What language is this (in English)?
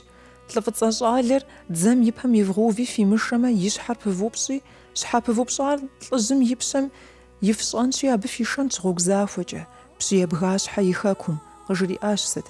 Kabardian